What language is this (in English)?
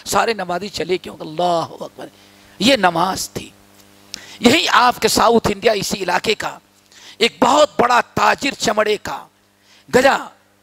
Urdu